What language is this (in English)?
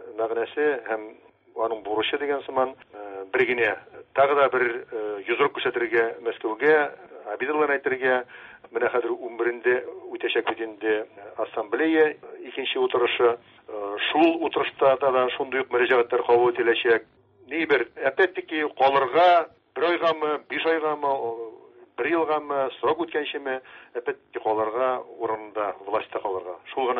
Tatar